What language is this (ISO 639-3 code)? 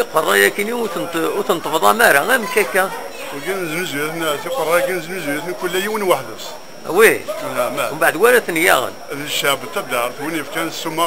kab